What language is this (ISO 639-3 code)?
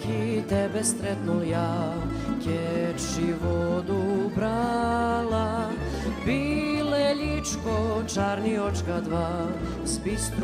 rue